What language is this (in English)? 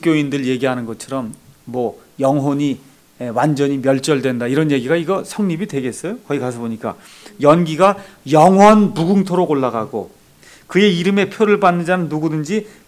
Korean